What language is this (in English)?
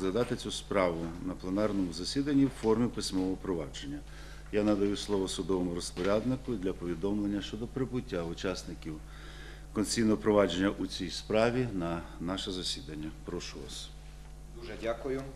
Ukrainian